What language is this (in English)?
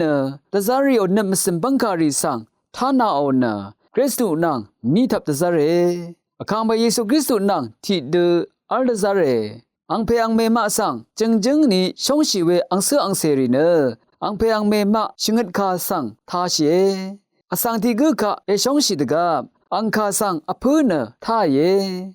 Rawang